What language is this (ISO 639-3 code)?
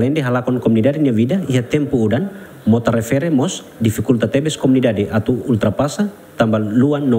tet